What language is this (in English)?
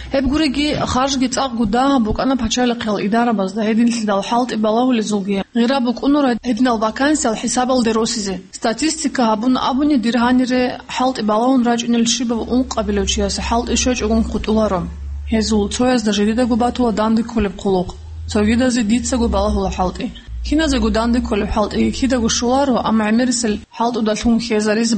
Avaric